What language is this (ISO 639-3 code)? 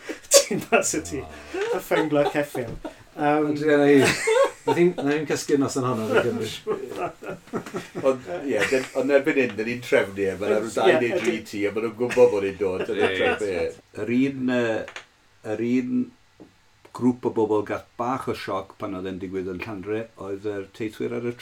cym